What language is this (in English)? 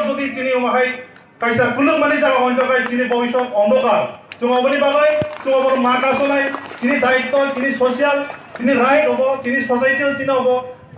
Kok Borok